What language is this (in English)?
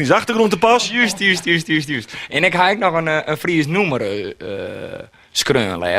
Western Frisian